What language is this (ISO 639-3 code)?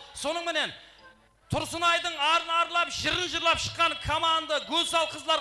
kaa